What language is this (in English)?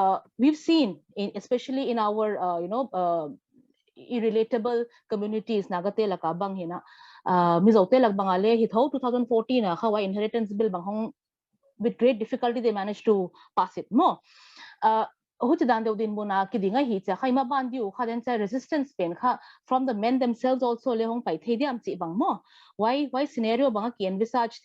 Paite Chin